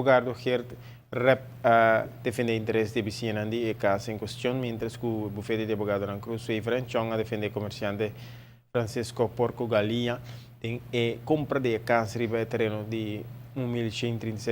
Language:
Papiamento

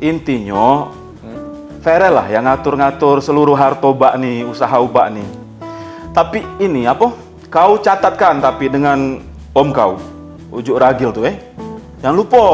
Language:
Musi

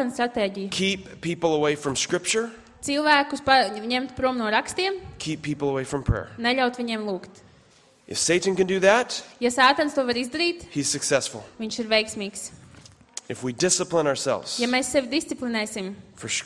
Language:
Latvian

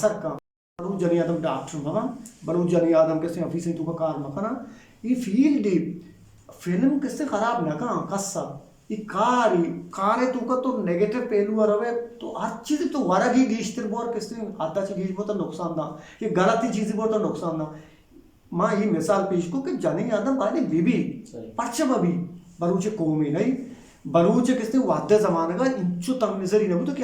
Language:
Eastern Balochi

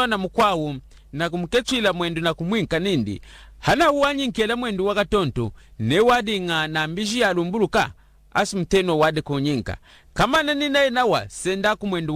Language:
Lunda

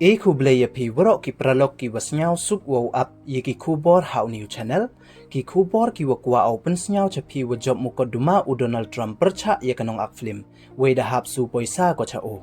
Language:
Pnar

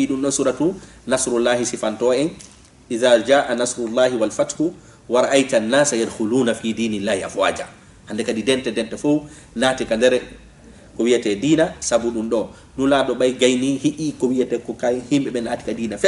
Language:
Fula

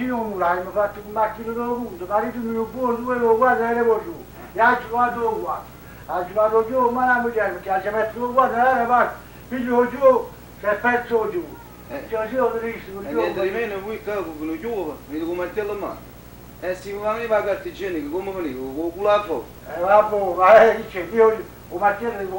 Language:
Neapolitan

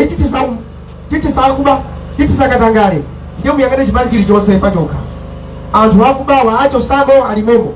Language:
Nyanja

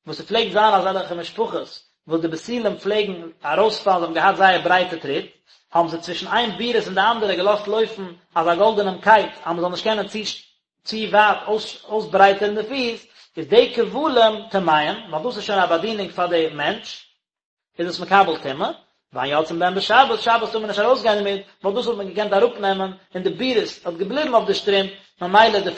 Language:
Yiddish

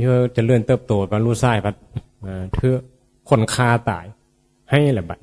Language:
Northeastern Thai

